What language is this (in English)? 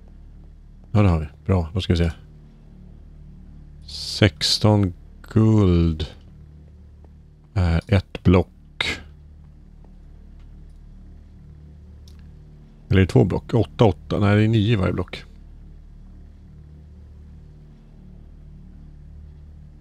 Swedish